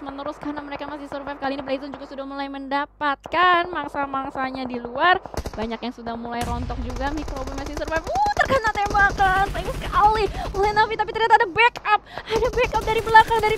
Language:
Indonesian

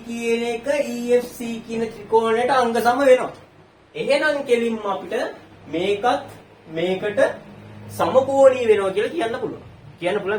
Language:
Sinhala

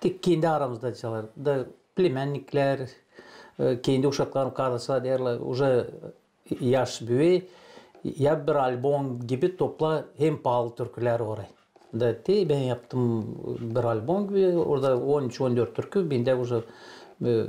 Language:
Gagauz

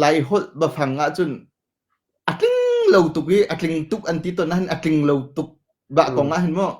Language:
Hakha Chin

